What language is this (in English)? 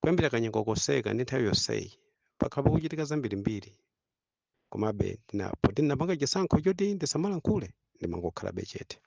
Nyanja